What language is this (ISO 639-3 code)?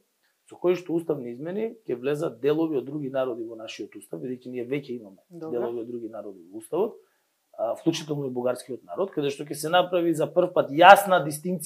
mkd